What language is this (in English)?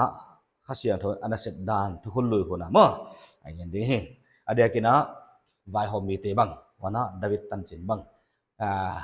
Paite Chin